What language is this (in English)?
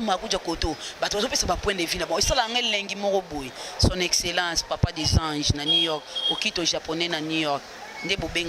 Lingala